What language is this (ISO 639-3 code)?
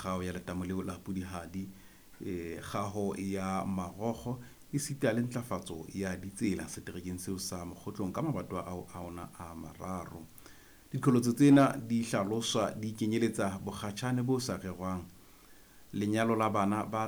sot